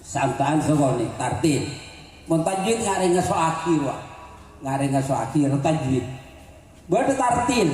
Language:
Madurese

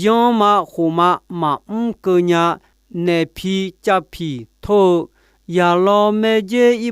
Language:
Akha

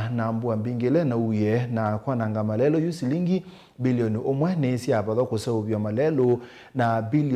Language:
Kamba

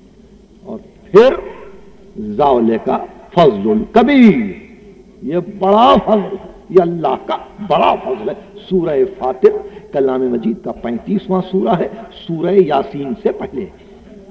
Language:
Urdu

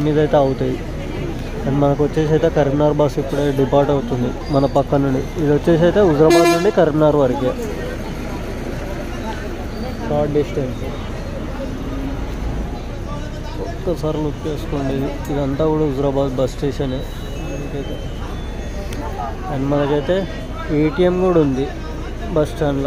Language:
Telugu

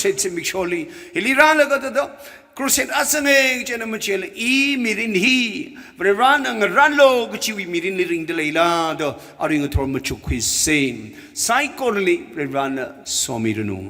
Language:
Tangkhul Naga (India)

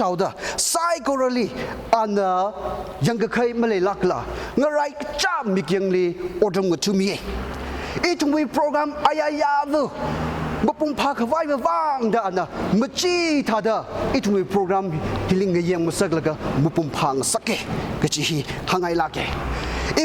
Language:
Tangkhul Naga (India)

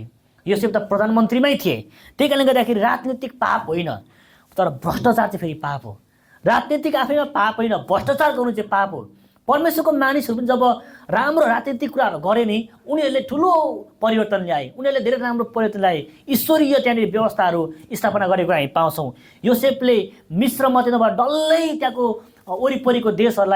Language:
Nepali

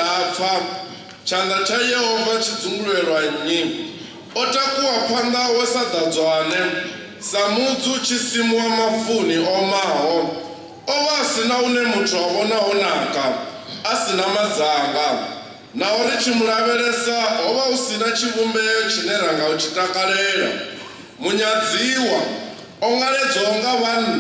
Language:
Venda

